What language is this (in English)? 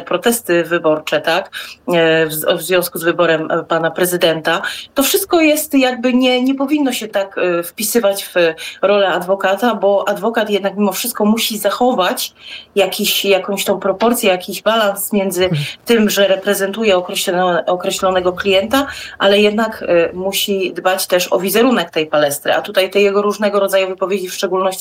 Polish